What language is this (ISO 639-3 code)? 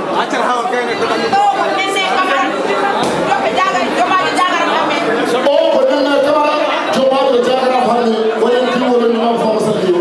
ful